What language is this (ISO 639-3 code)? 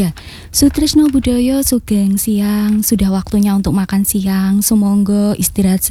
ind